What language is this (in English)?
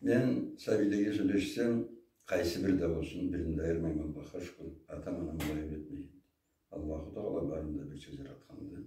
Karachay-Balkar